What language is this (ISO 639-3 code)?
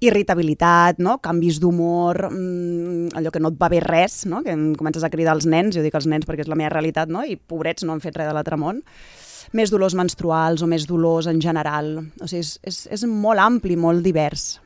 cat